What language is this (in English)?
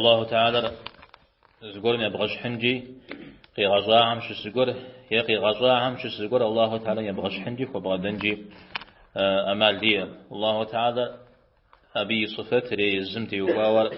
Kabardian